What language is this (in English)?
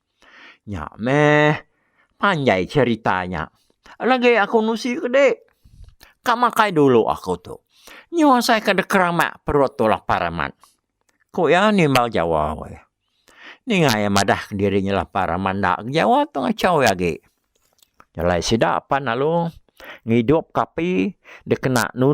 Iban